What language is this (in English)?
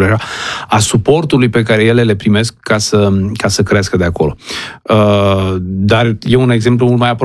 Romanian